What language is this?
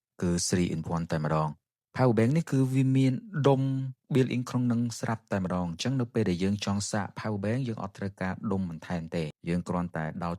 Khmer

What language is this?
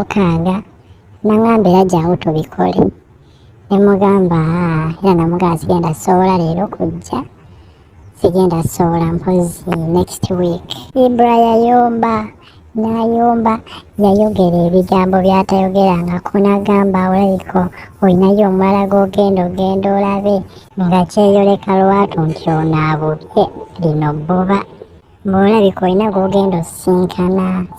Ganda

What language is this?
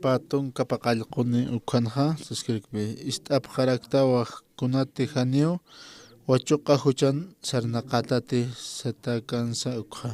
Aymara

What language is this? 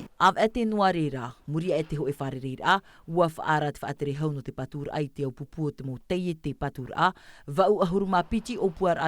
Tahitian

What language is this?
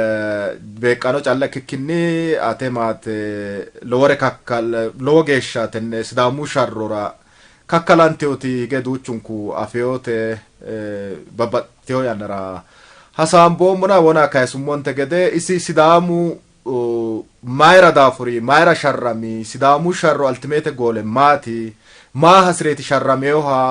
Sidamo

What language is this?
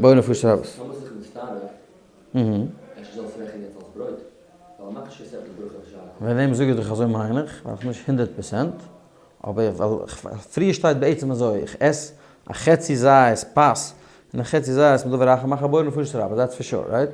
Yiddish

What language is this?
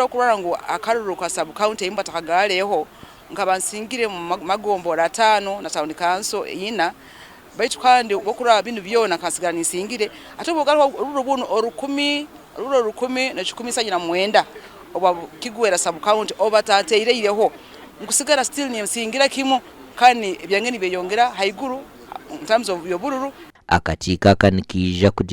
Nyankole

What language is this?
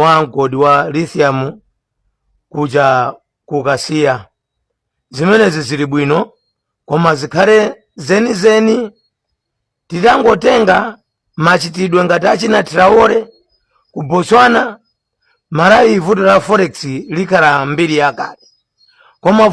Nyanja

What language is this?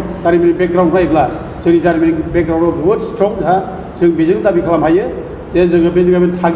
Bodo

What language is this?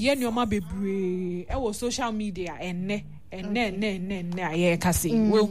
Akan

